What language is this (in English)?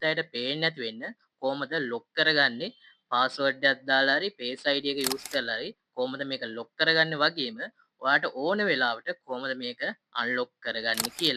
Sinhala